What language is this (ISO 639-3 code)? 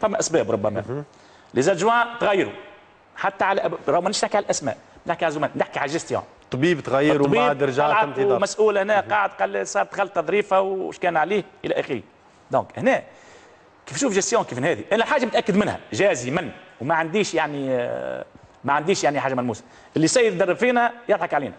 aeb